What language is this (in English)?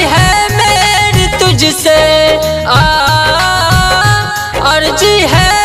Bhojpuri